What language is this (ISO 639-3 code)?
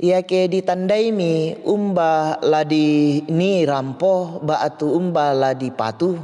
sda